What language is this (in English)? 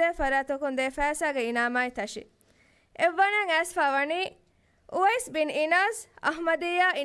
Divehi